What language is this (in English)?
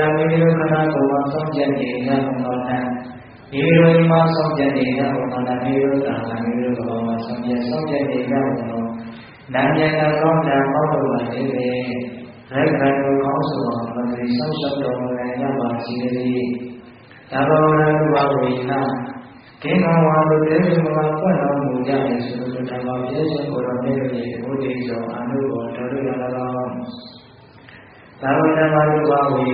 Burmese